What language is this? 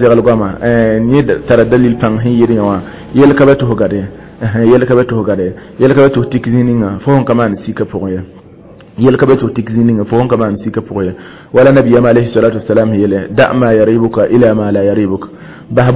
Mossi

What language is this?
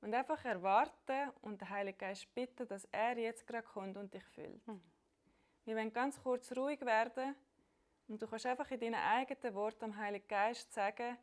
Swiss German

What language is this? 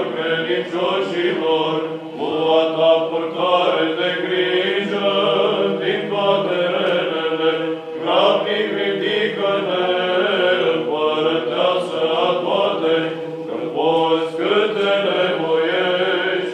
Romanian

